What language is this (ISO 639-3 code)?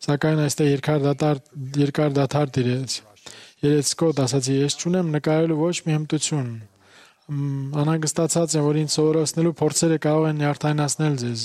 hye